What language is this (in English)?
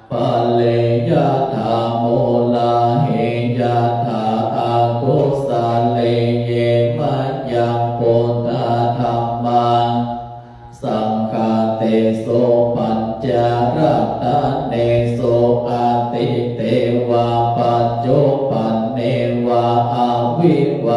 Pali